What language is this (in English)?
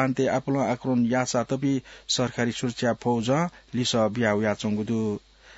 Newari